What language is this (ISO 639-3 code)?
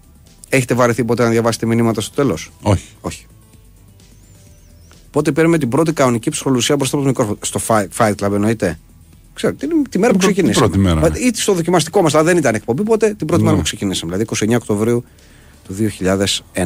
ell